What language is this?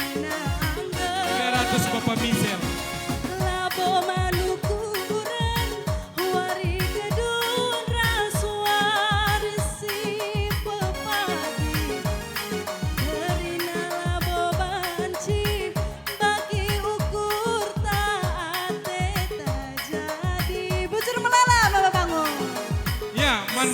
Batak Karo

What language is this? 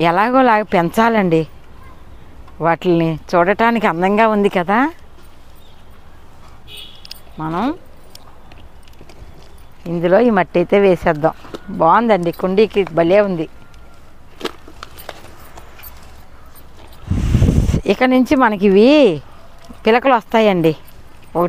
Telugu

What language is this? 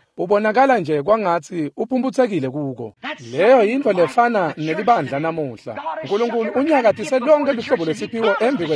Swati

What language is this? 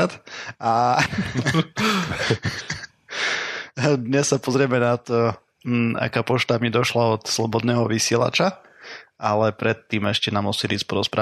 Slovak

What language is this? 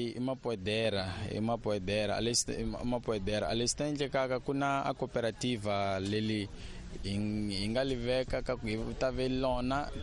Tsonga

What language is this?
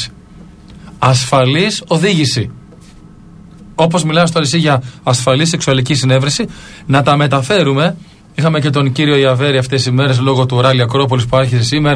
Greek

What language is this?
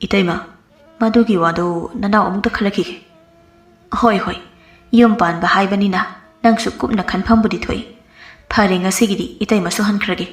Manipuri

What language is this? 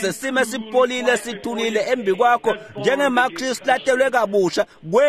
Swati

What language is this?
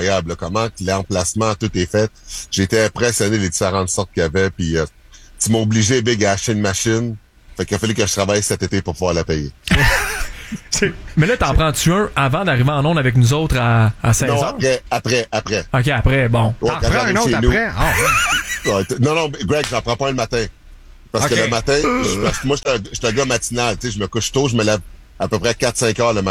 French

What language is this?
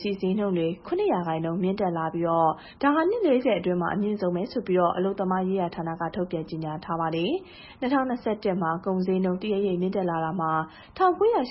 Burmese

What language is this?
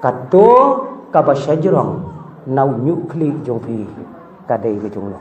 Khasi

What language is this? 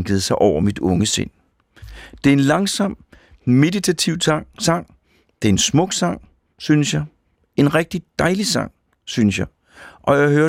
Danish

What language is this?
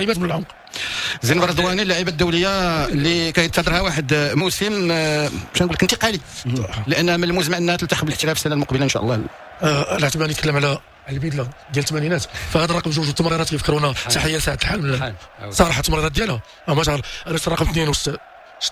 Moroccan Arabic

